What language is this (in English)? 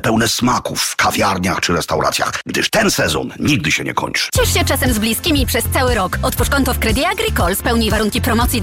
Polish